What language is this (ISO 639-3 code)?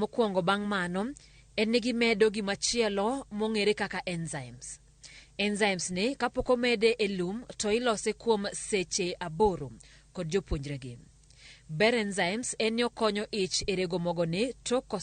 luo